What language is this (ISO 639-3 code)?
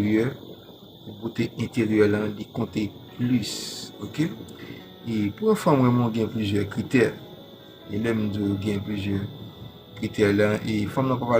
hat